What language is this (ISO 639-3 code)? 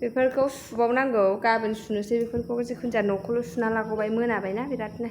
brx